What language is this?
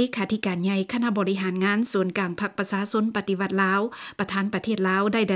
Lao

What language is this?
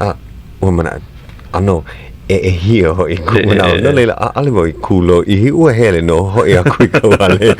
Hawaiian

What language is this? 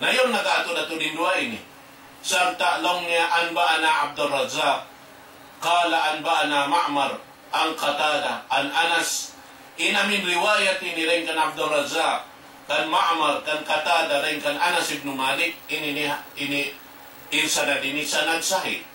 Tausug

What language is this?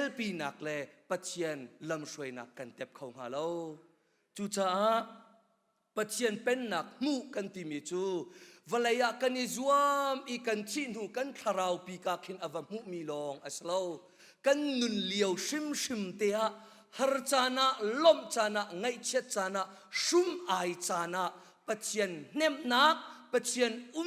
Hakha Chin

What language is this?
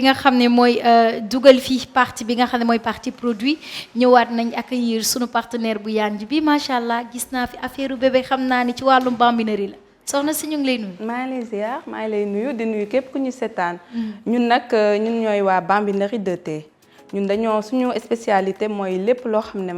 Wolof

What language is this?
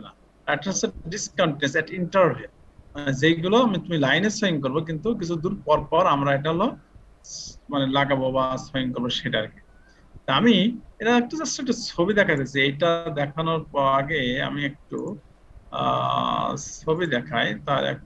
Bangla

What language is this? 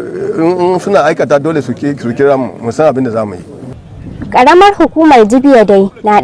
Hausa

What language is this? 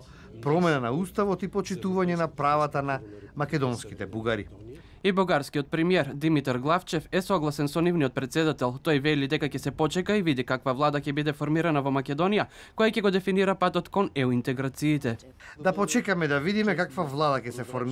Macedonian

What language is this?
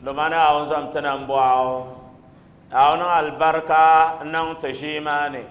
Dagbani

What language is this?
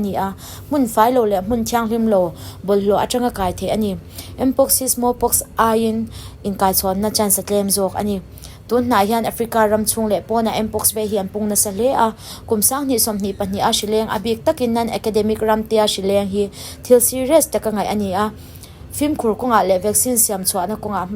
Mizo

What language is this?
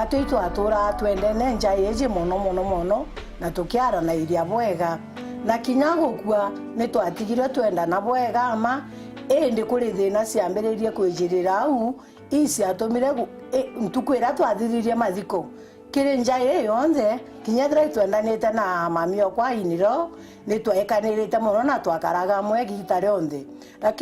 Meru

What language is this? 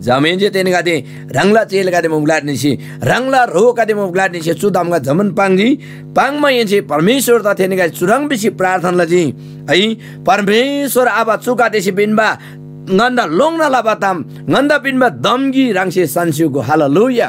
Eastern Tamang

